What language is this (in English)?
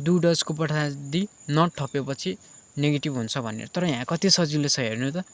Nepali